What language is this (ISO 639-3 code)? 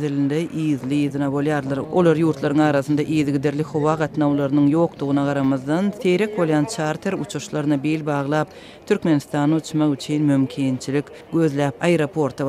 tuk